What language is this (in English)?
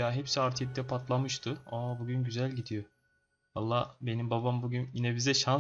Turkish